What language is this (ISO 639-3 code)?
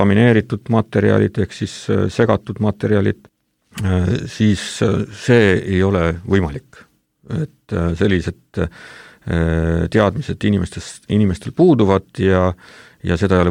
est